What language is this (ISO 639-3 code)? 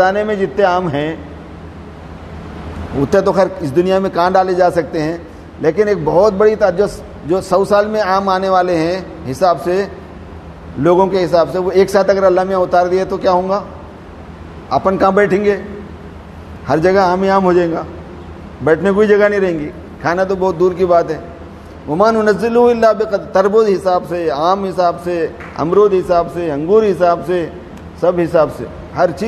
urd